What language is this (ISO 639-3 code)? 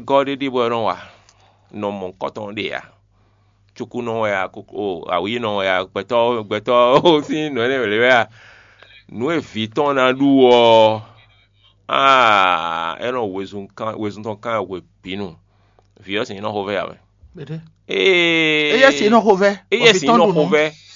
fon